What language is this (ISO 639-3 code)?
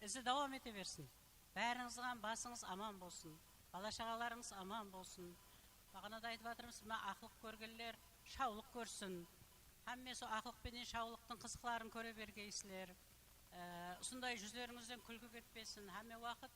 kaa